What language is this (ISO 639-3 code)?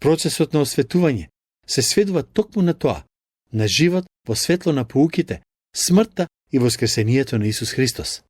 mkd